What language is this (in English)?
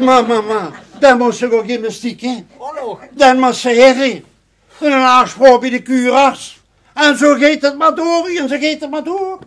Limburgish